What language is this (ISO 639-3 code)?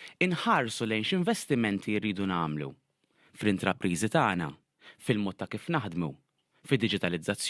mlt